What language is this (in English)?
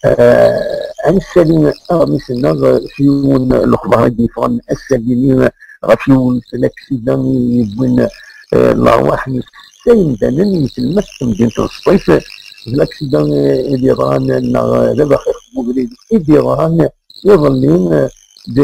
Kabyle